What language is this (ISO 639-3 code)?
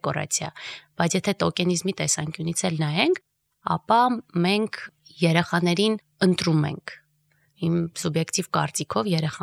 hye